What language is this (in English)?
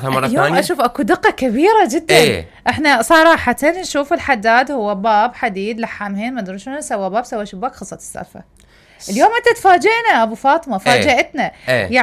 Mesopotamian Arabic